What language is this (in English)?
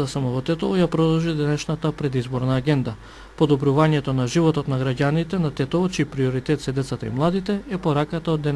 Macedonian